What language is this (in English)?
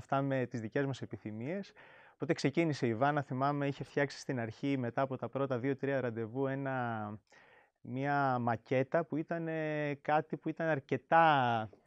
Greek